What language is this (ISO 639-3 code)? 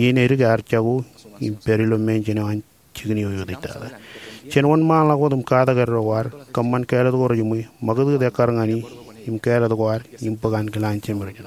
mah